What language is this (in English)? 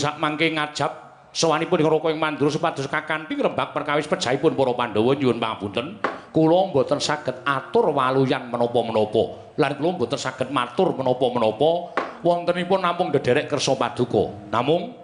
Javanese